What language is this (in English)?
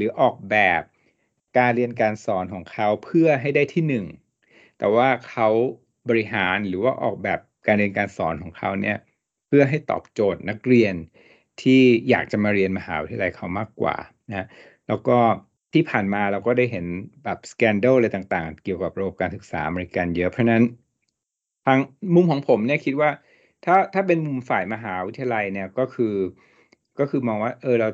Thai